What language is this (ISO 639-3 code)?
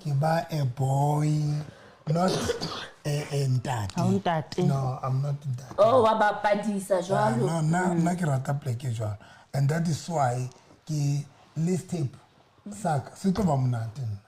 sot